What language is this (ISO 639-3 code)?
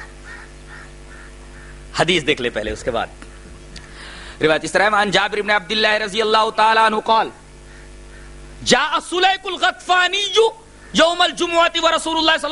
urd